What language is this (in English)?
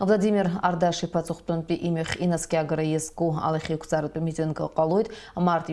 Abkhazian